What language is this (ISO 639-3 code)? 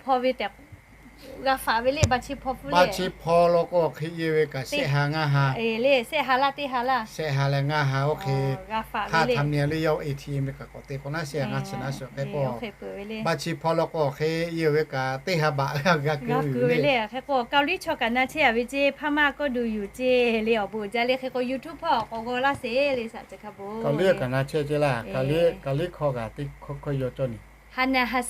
lhu